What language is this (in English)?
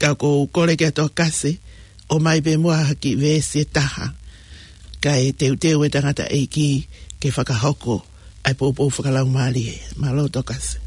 Tongan